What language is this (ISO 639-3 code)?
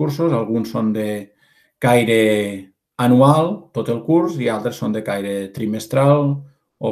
cat